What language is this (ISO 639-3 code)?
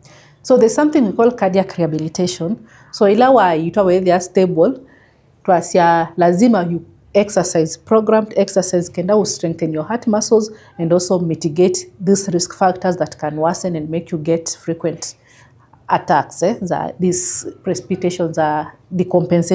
kam